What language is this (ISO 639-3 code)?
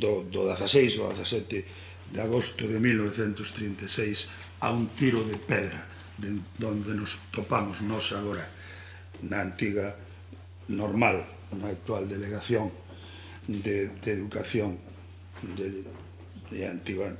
glg